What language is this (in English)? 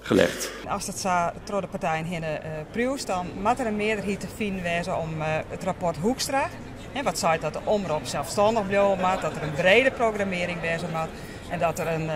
Western Frisian